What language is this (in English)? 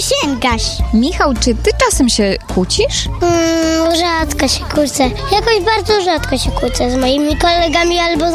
Polish